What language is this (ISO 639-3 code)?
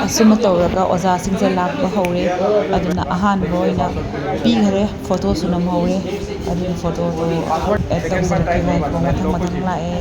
mni